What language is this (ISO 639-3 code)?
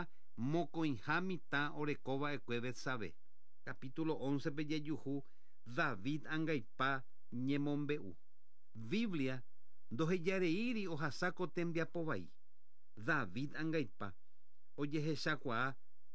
grn